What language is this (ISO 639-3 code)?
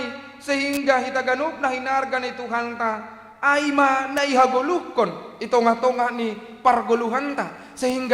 bts